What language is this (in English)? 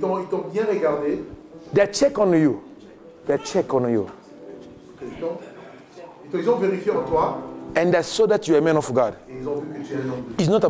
French